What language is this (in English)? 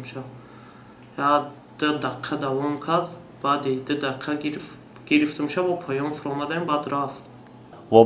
Tajik